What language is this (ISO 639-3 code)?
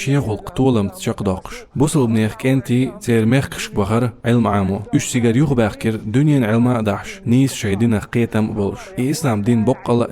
che